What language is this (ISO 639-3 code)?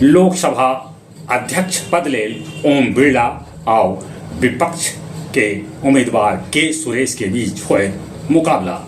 mag